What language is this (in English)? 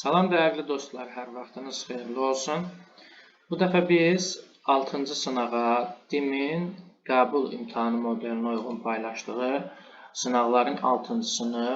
Azerbaijani